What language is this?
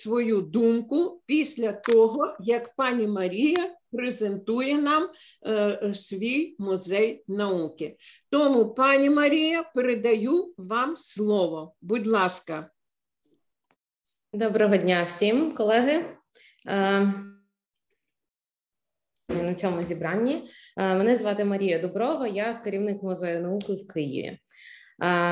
Ukrainian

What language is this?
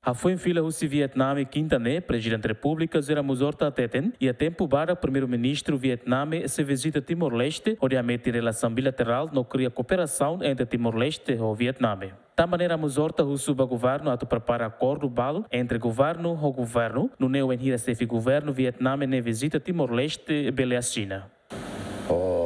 Tetum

